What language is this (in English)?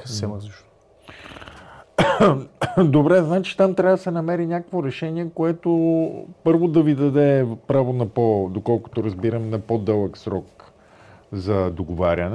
Bulgarian